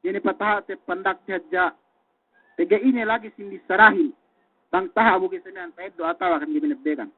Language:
Yakan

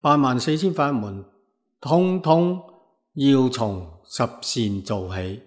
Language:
Cantonese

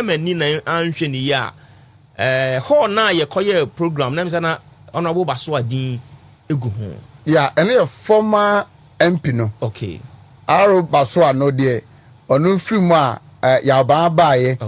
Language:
Akan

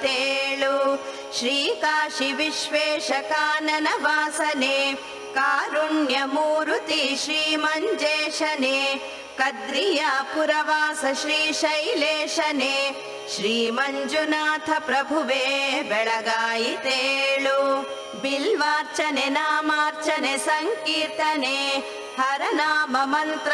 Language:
Kannada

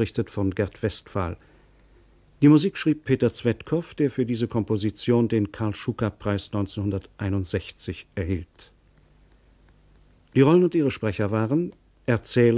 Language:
German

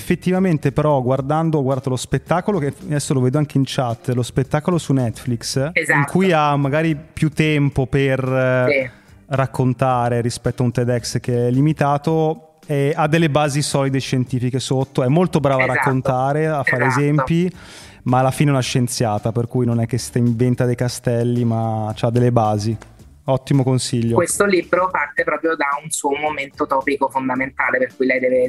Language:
Italian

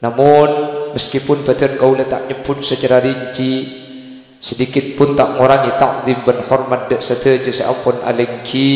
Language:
Madurese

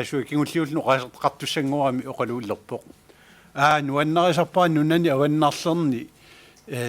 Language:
Kalaallisut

